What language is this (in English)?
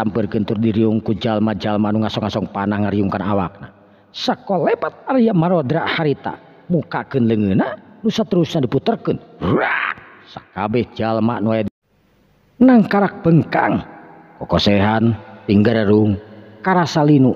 Sundanese